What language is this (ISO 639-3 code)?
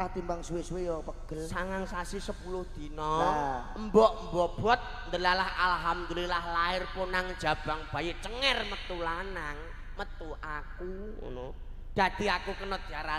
jav